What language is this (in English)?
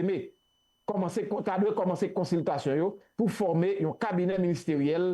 Haitian Creole